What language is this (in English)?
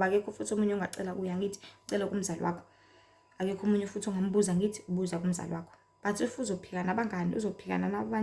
Zulu